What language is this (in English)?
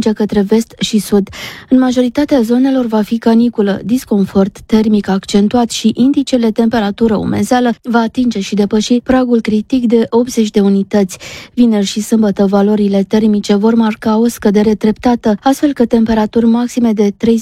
Romanian